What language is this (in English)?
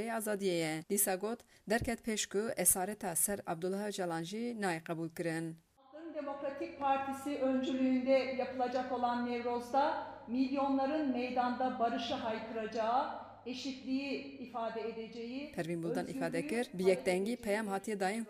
Kurdish